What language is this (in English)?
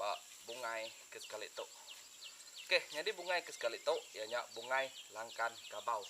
Iban